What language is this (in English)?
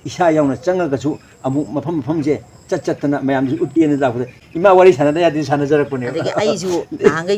Manipuri